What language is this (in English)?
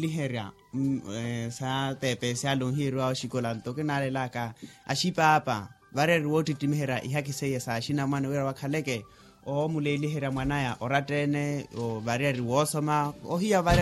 Makhuwa